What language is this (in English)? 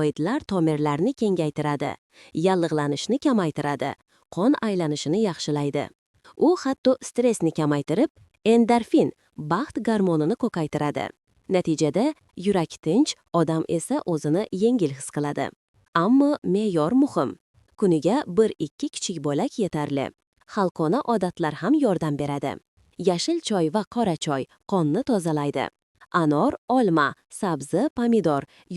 Uzbek